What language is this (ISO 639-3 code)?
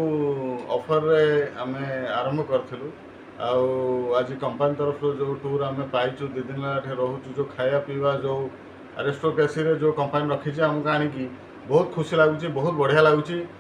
ori